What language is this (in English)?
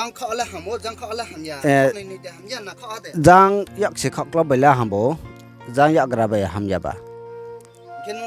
Riang (India)